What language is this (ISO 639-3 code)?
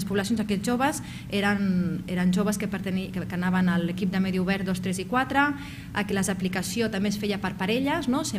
cat